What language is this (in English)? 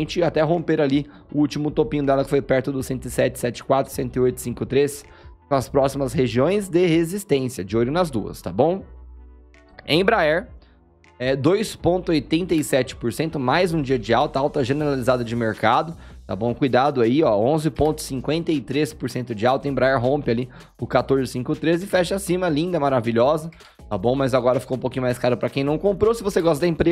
Portuguese